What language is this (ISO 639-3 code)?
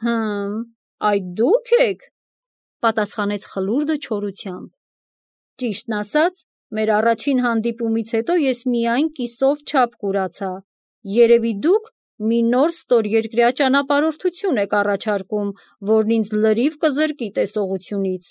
hye